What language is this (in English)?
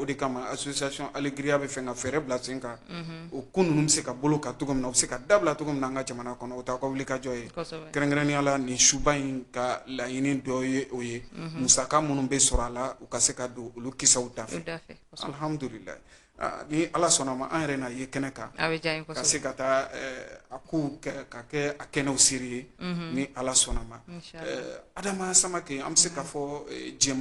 Bambara